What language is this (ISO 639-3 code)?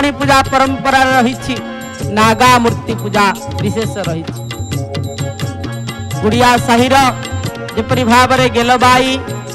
ori